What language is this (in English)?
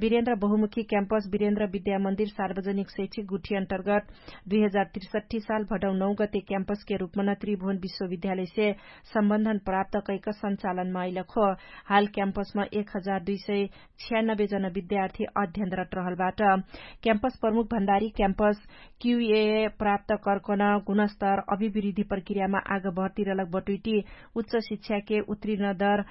Dangaura Tharu